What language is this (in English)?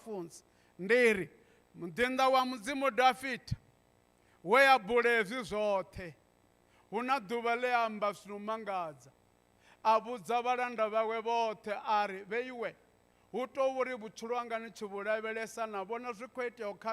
Venda